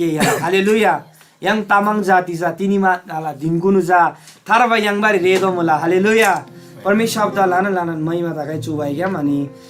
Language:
Eastern Tamang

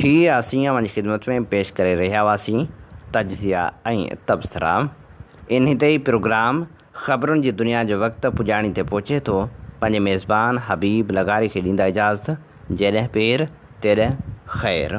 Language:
Sindhi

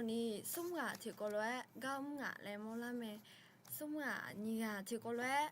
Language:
Akha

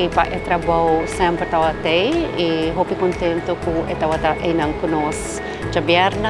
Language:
Papiamento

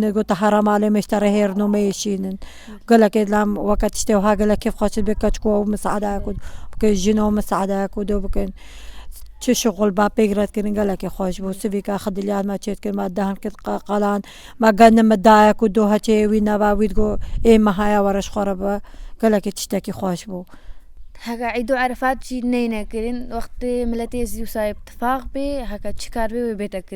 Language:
Kurdish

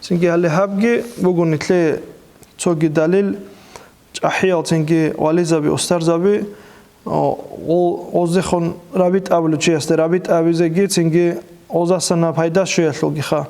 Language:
Avaric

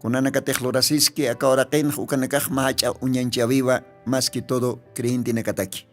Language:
Aymara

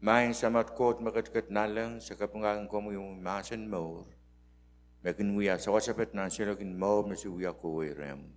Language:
Pohnpeian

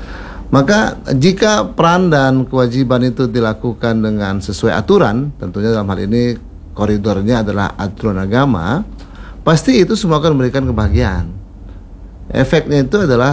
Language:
Indonesian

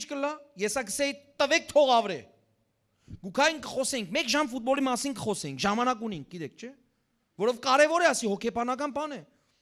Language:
Western Armenian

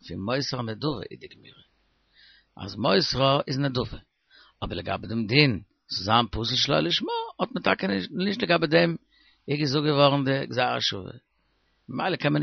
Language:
Yiddish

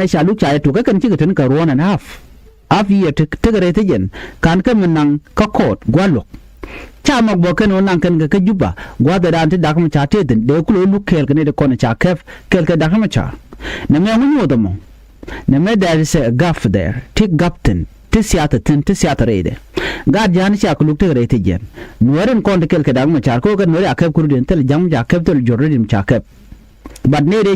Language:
Nuer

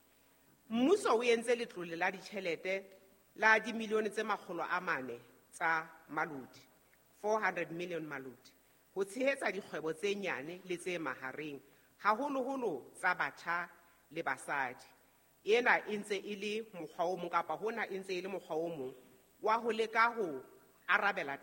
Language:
Southern Sotho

